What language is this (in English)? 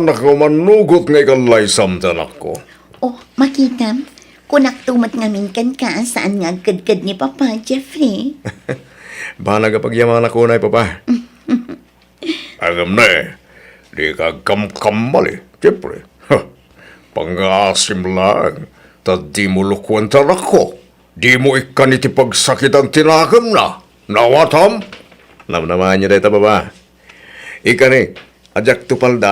Iloko